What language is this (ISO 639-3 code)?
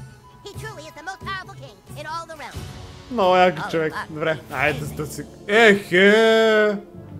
bul